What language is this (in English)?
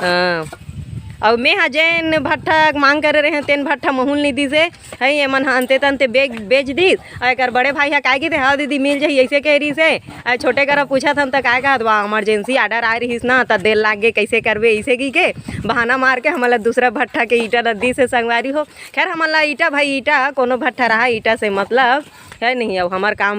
Chhattisgarhi